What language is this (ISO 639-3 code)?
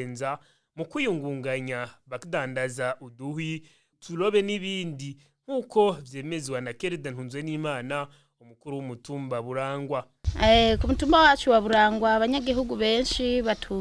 run